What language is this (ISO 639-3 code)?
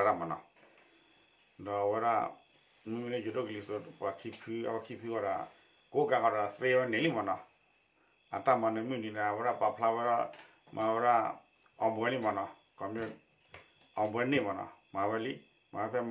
ksw